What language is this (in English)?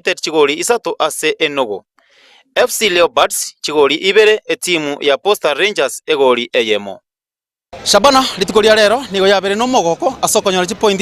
Gusii